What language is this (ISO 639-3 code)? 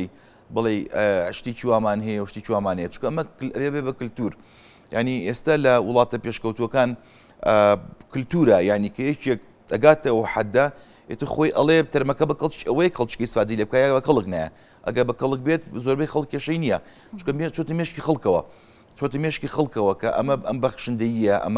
ckb